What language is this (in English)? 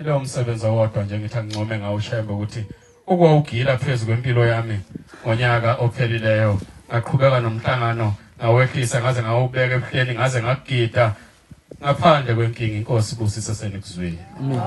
Zulu